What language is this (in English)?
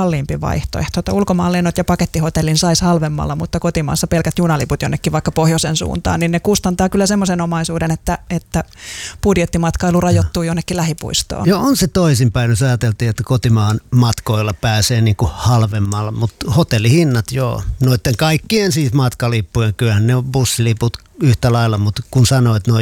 Finnish